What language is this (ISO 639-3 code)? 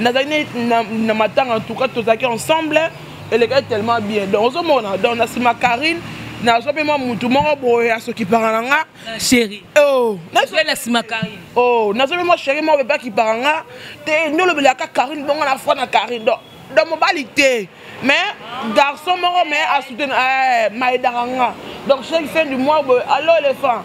lin